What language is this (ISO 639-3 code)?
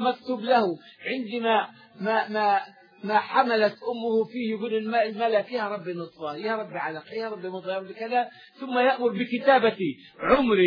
ara